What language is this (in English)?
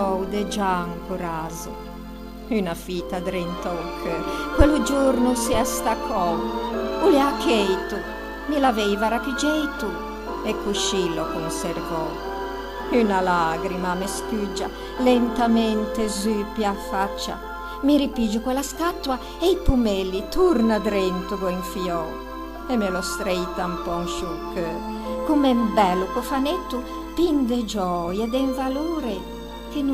Ligurian